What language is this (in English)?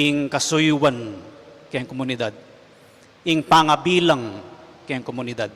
Pampanga